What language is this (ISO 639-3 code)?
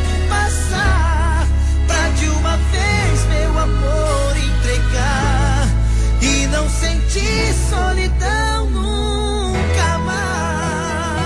por